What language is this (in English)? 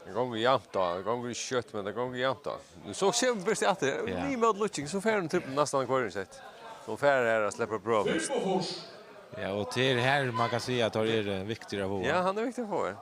Faroese